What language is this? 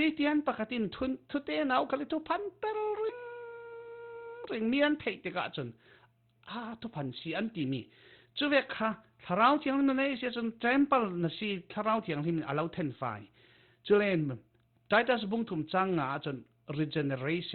Falam Chin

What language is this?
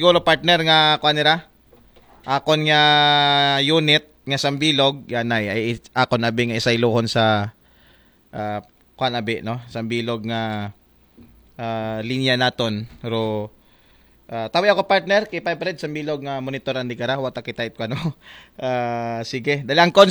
Aklanon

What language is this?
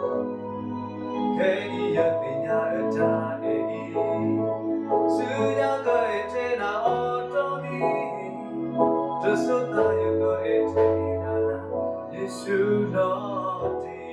S'gaw Karen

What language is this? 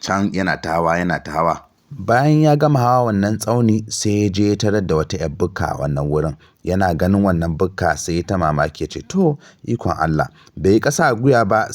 Hausa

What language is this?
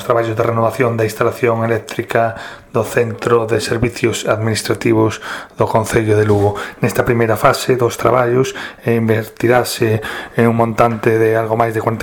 Galician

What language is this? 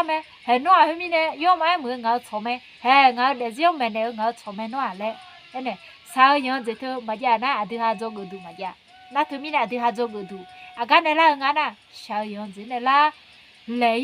Akha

